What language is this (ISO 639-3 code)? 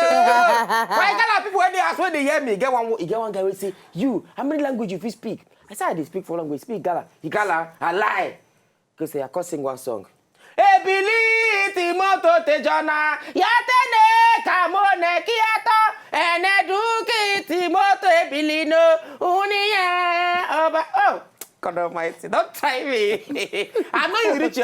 pcm